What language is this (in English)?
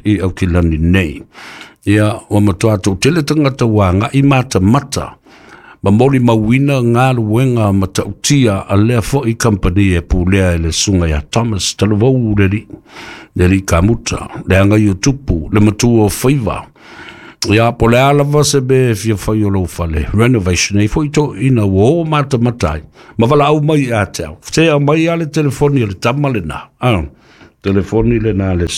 Samoan